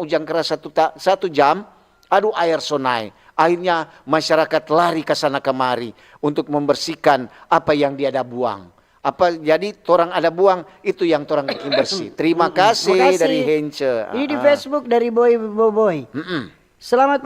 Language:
Manado Malay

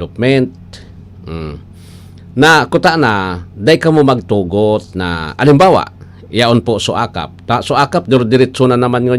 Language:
Bikol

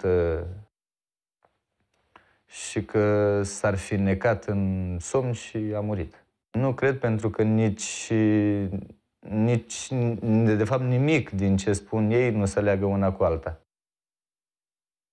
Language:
Romanian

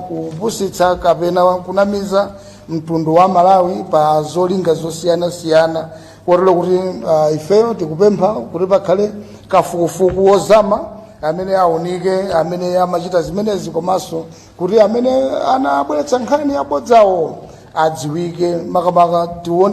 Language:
Nyanja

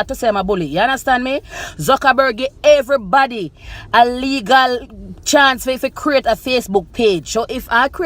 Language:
Jamaican Creole English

